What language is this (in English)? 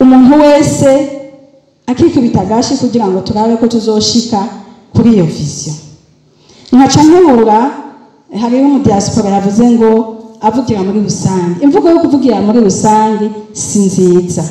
Rundi